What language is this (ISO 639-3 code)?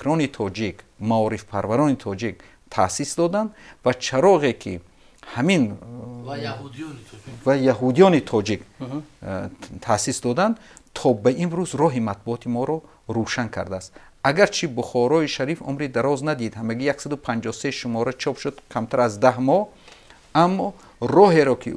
tgk